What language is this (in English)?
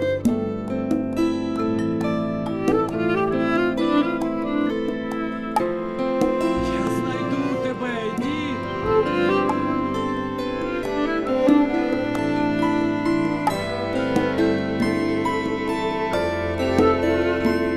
Ukrainian